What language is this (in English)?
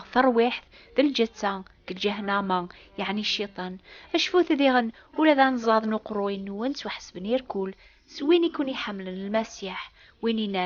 Kabyle